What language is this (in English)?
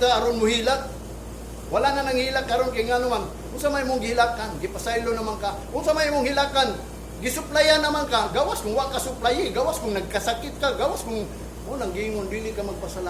Cebuano